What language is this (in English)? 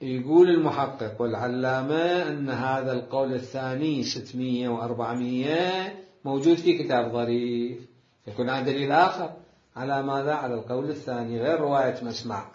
Mesopotamian Arabic